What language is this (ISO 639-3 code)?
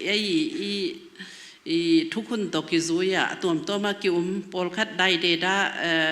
cnh